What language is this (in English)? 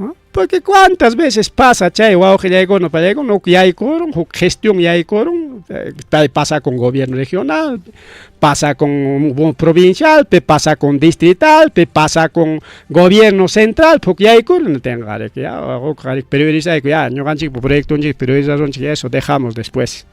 Ayacucho Quechua